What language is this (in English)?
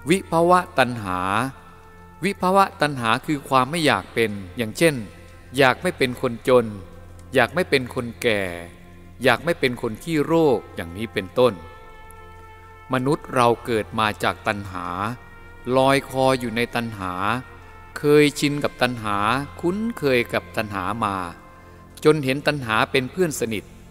Thai